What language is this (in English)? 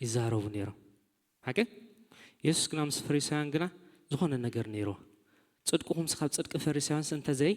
Tigrinya